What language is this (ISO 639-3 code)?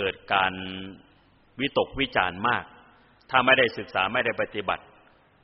tha